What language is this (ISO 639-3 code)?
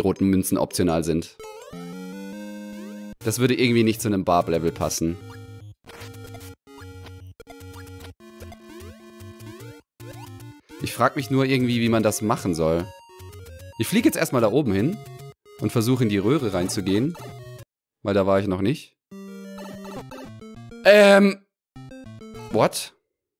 deu